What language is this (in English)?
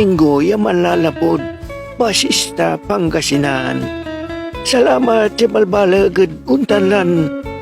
Pangasinan